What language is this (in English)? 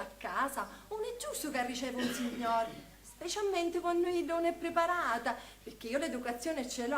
Sicilian